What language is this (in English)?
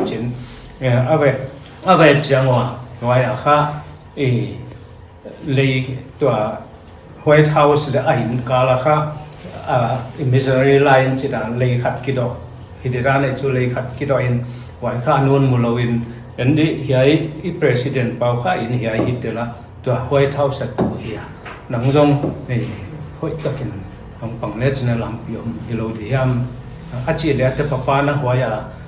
Paite Chin